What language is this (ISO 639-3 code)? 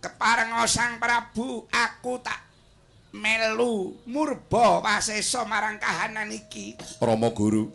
jav